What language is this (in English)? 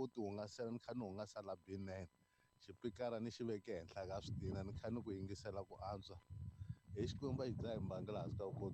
Tsonga